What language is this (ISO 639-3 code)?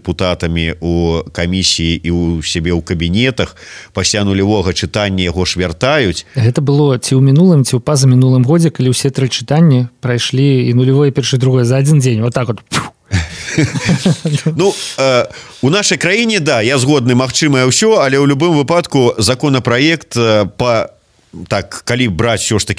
bel